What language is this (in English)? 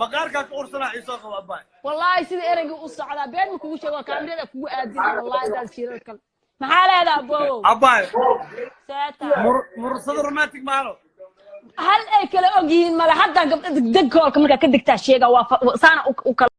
Somali